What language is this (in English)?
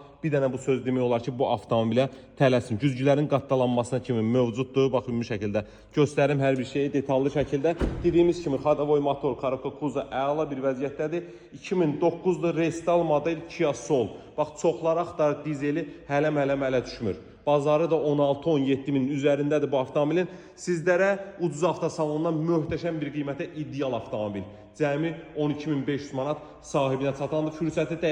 Azerbaijani